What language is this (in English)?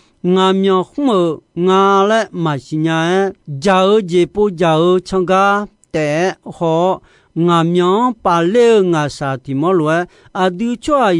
Akha